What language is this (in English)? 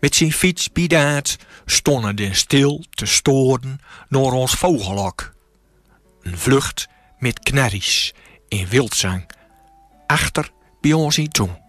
Gronings